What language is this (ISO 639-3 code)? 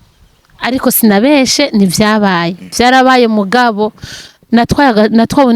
run